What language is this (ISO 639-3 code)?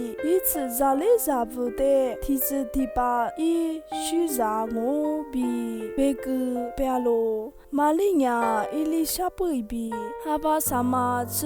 lis